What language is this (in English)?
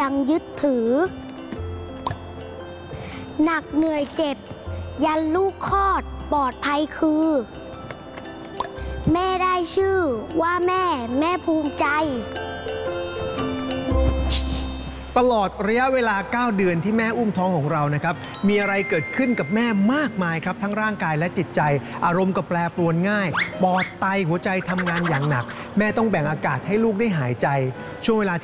Thai